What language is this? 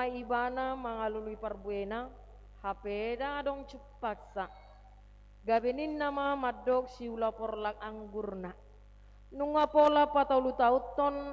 Batak Toba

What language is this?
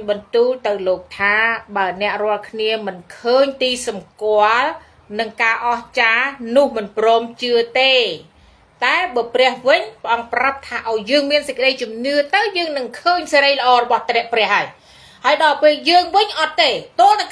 Khmer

